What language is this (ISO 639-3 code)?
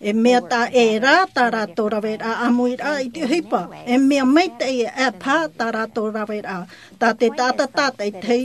tah